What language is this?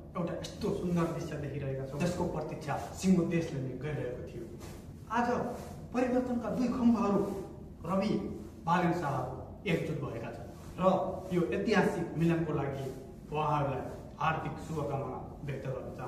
Nepali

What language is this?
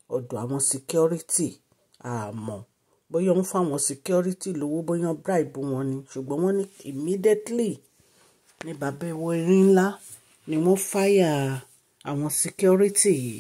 Yoruba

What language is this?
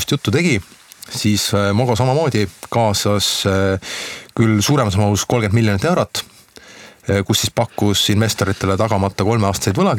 Estonian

